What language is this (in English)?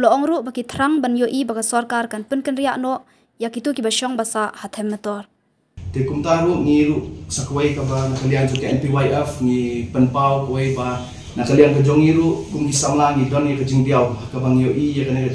Khasi